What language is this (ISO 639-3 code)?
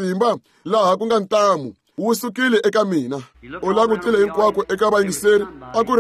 tso